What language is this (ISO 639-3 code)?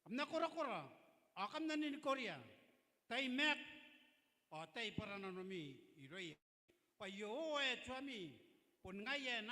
gil